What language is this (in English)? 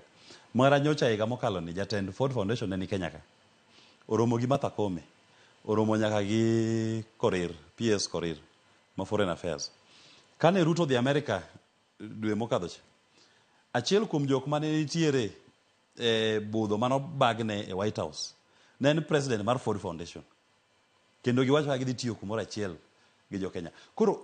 Luo (Kenya and Tanzania)